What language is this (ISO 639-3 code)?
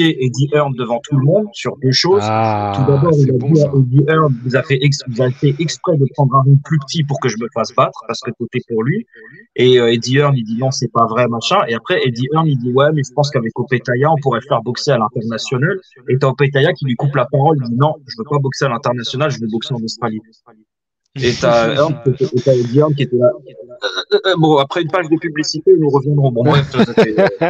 fra